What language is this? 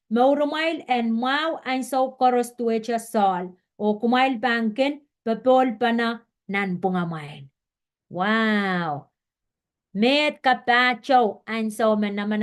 Pohnpeian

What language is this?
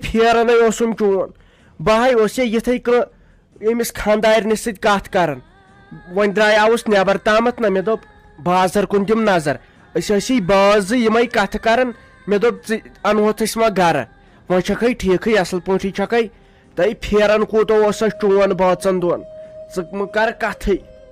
Kashmiri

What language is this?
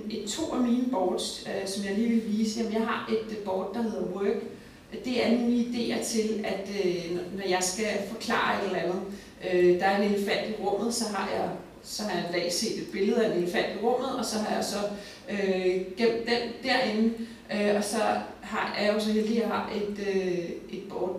Danish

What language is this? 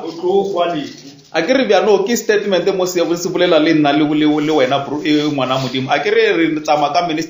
Northern Sotho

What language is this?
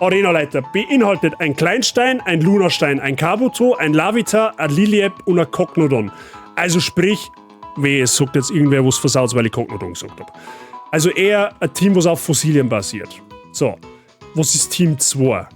Bavarian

